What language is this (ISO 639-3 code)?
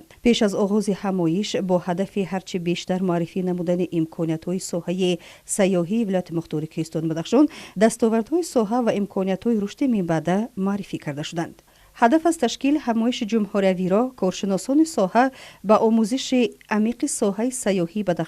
tgk